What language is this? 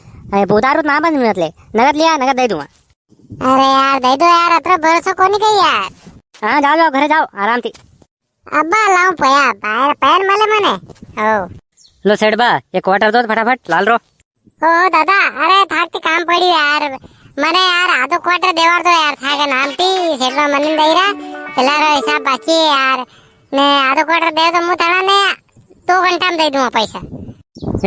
Rajasthani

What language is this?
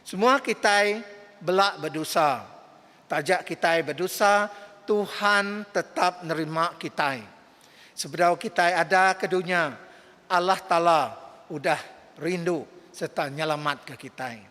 Iban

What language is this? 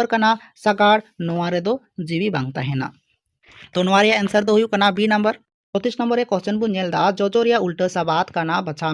Santali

